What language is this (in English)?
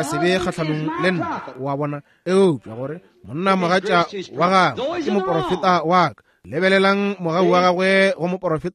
Northern Sotho